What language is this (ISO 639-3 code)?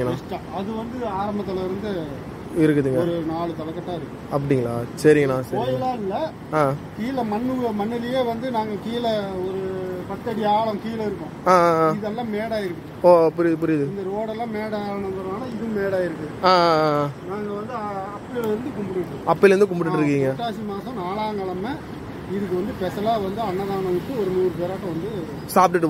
tam